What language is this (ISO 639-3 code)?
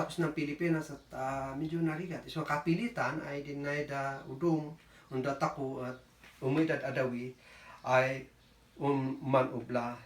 kne